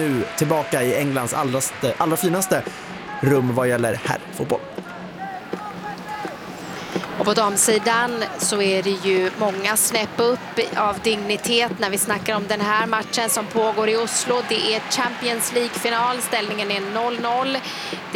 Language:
Swedish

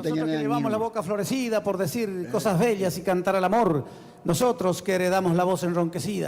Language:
Guarani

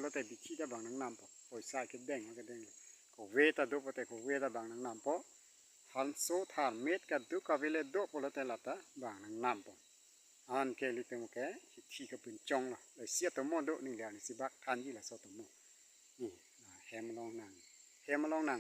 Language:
Karbi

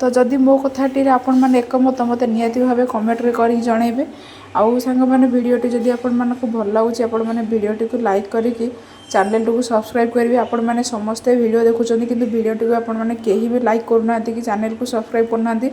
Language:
Odia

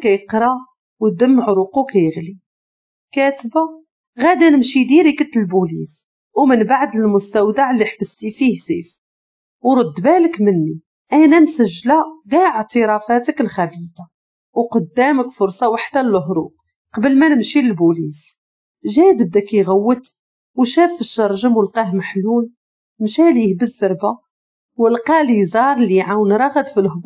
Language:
Moroccan Arabic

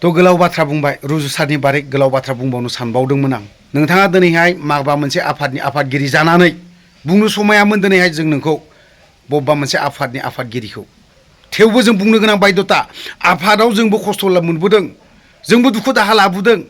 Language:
Bodo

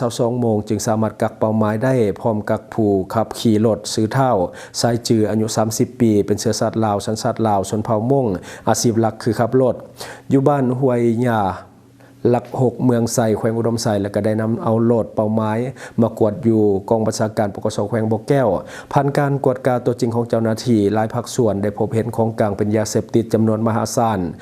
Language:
Lao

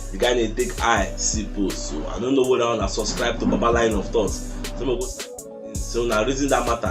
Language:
Nigerian Pidgin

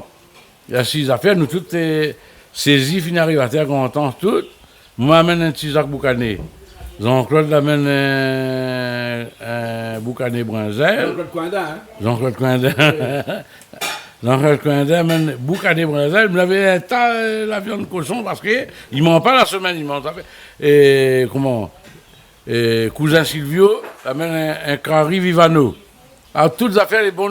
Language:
Réunion Creole French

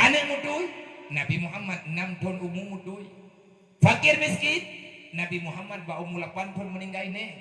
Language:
Achinese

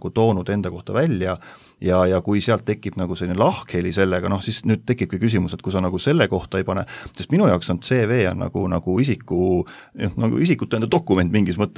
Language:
Estonian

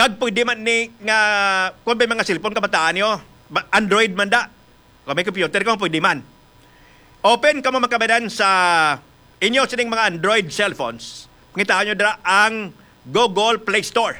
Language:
Hiligaynon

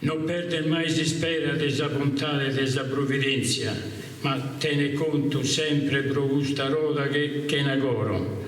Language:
Sardinian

